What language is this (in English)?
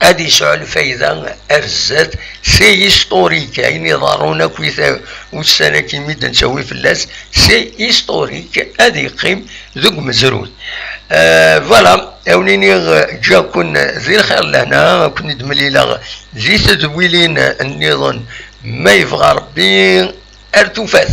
Kabyle